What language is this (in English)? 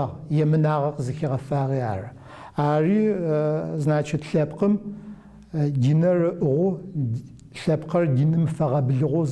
Adyghe